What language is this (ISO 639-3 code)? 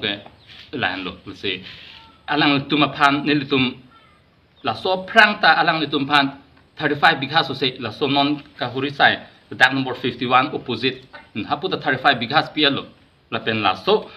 mjw